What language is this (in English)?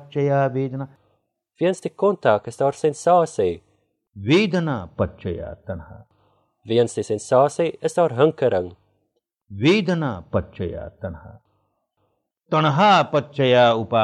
Afrikaans